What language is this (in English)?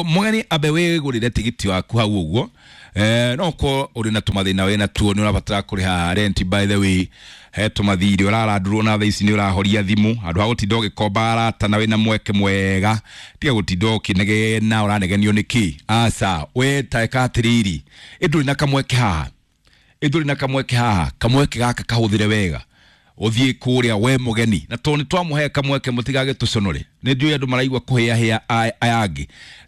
Kikuyu